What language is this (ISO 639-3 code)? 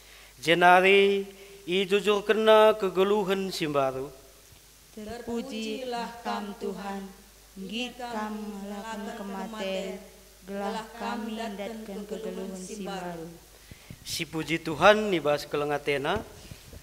btx